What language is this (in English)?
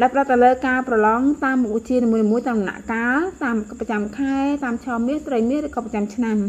Khmer